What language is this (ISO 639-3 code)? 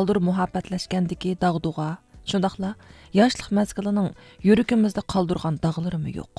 uig